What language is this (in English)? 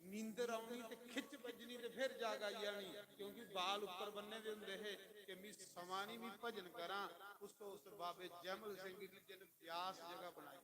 Dogri